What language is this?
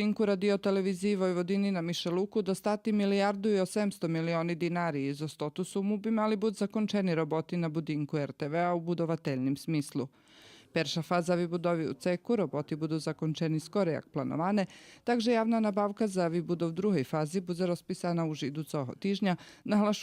Rusyn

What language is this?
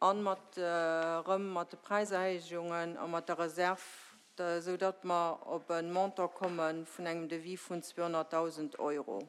Luxembourgish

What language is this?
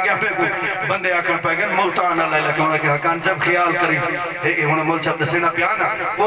Saraiki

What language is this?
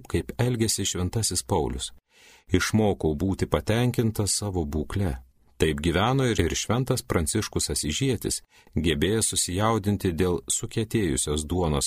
Lithuanian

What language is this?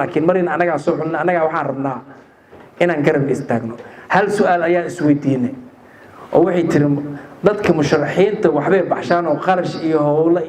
Somali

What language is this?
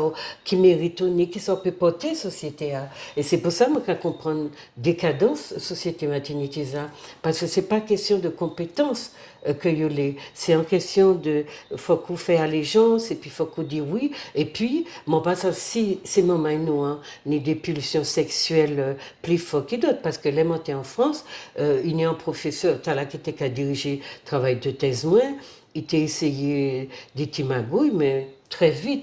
Guadeloupean Creole French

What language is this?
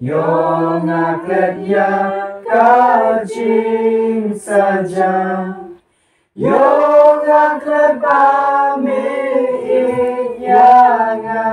Khasi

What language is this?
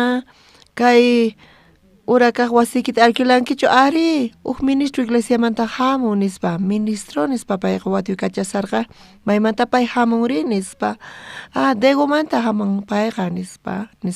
South Bolivian Quechua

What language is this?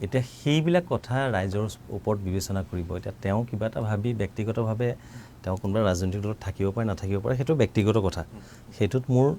Assamese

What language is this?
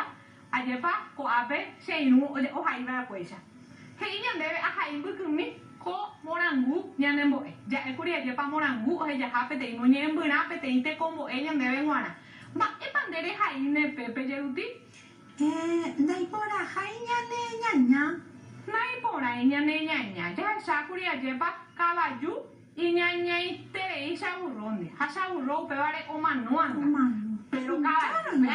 Guarani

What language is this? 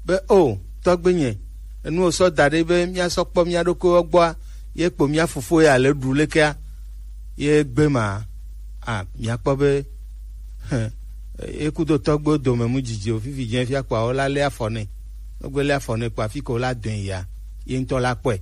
Gen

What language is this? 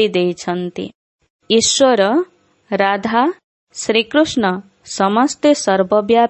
Odia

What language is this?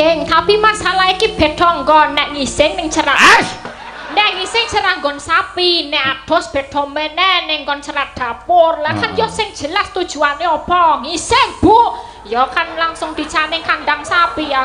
Javanese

